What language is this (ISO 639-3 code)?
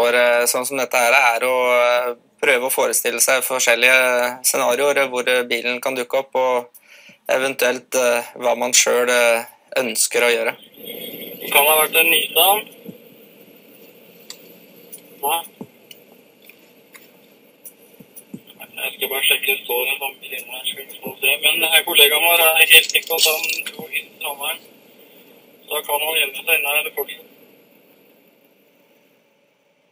nor